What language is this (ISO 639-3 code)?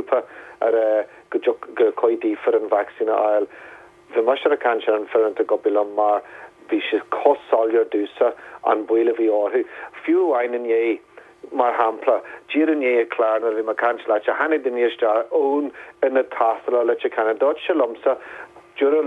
gle